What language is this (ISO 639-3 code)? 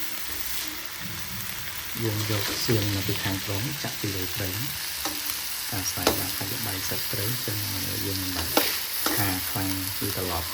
khm